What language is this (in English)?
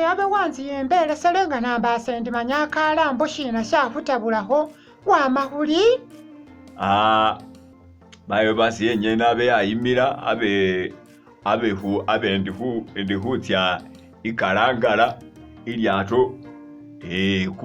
Masaaba